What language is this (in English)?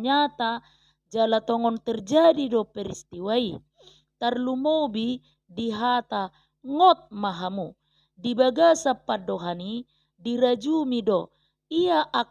Batak Toba